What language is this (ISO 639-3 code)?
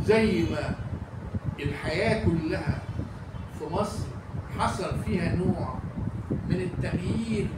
arz